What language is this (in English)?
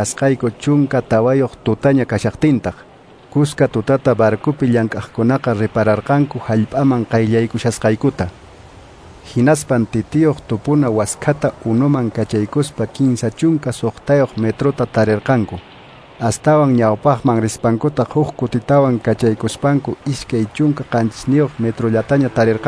Quechua